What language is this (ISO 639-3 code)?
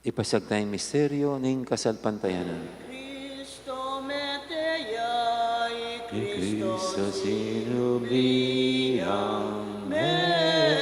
pam